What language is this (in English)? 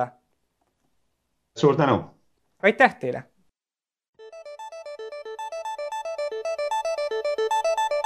Estonian